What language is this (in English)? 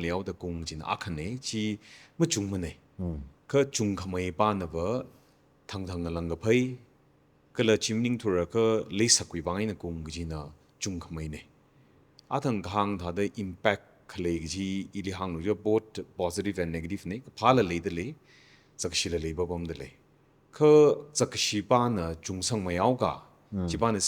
Tangkhul Naga (India)